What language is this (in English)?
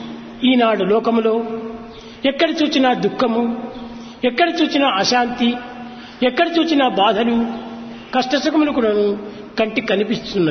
Telugu